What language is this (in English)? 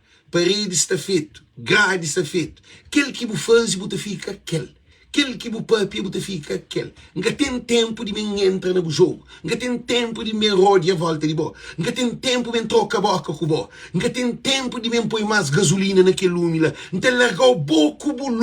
Kabuverdianu